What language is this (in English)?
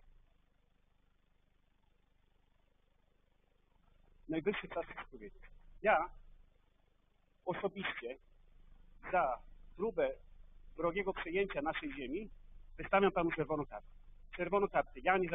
Polish